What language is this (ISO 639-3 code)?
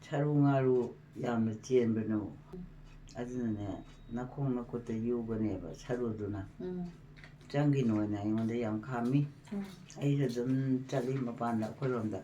mni